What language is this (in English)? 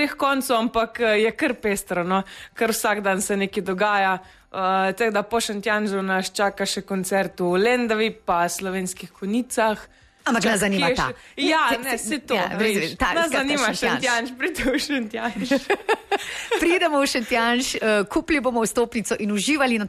Slovenian